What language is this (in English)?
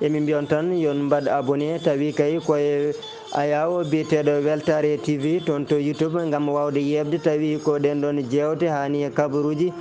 Fula